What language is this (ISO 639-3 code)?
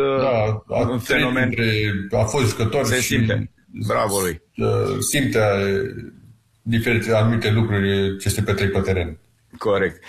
ron